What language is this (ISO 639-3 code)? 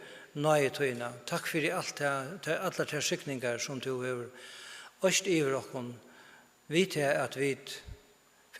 fao